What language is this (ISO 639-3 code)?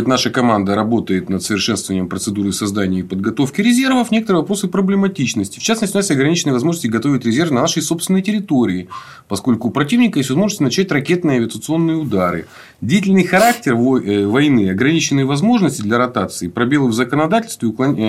rus